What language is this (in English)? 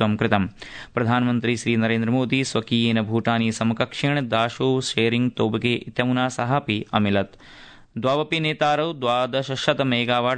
Sanskrit